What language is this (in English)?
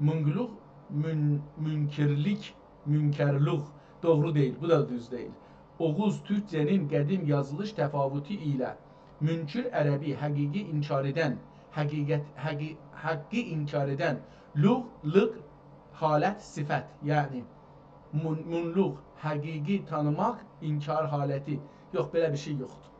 South Azerbaijani